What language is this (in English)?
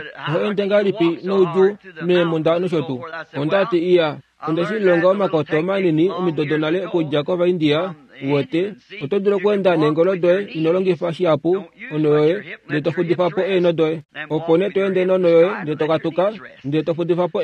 Kuanyama